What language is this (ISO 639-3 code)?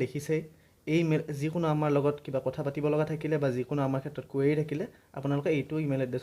asm